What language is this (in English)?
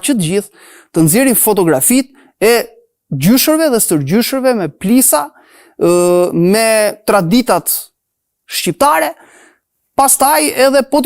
Albanian